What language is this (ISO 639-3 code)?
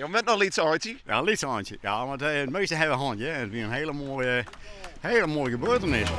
fry